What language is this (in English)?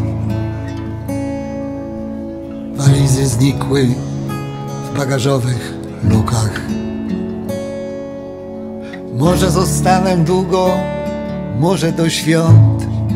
Polish